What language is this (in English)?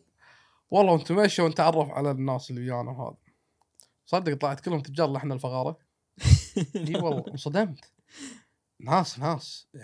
Gulf Arabic